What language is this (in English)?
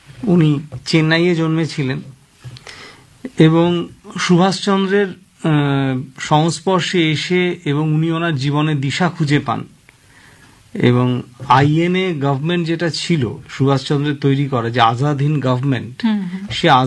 Bangla